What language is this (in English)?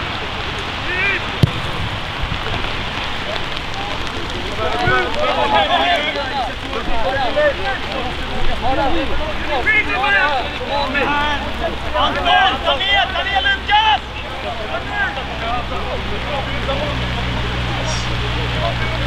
Swedish